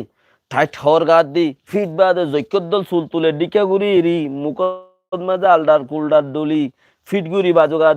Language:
Rohingya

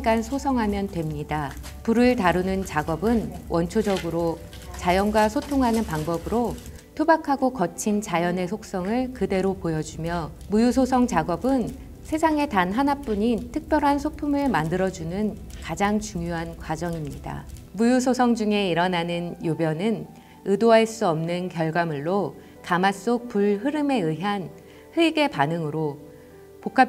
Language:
Korean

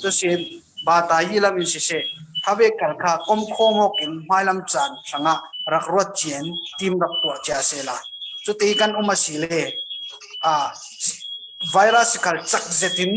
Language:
Hakha Chin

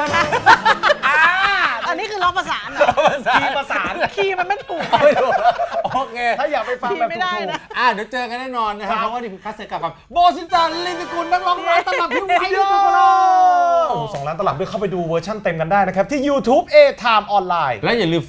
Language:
Thai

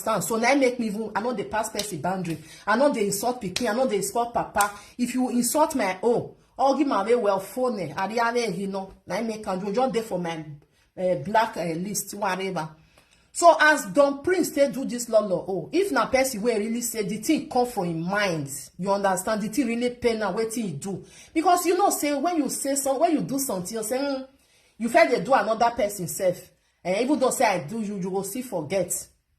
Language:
Nigerian Pidgin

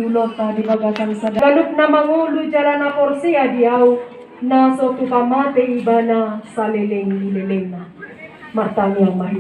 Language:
Batak Toba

